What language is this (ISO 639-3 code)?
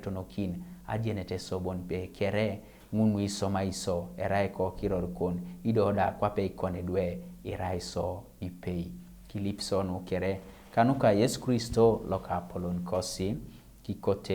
teo